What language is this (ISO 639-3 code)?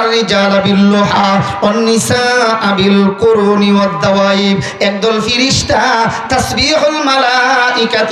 syl